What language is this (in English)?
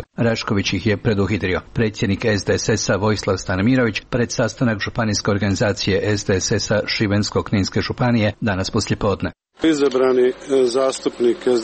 Croatian